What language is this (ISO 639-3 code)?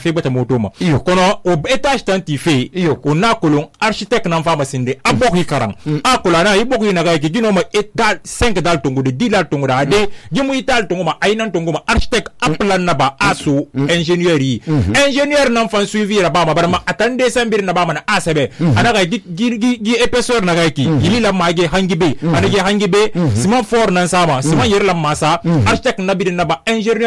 sus